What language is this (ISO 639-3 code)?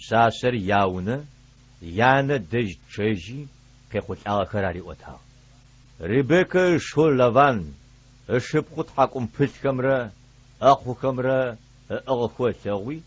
ady